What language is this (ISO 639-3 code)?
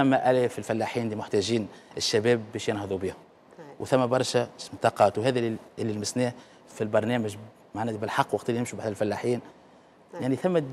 aeb